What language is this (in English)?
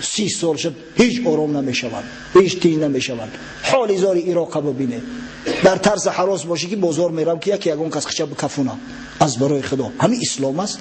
Tajik